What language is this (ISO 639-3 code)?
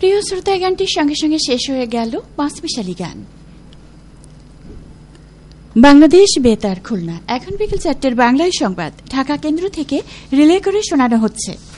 ben